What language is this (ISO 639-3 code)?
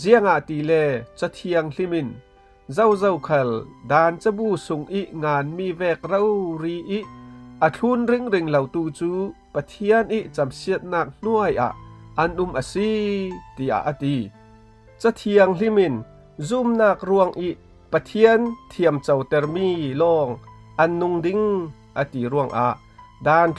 cfm